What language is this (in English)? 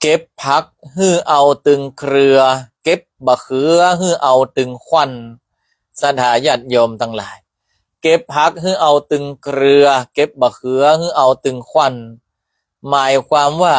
Northern Thai